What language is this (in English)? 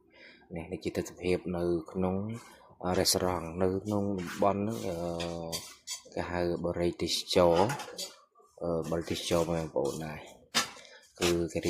Khmer